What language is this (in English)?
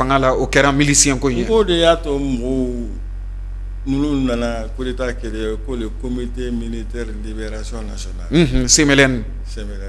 Bambara